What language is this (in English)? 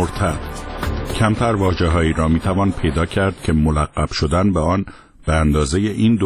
Persian